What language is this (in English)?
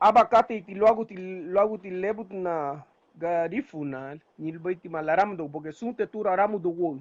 Garifuna